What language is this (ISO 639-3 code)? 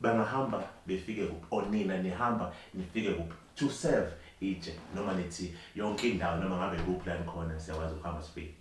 zul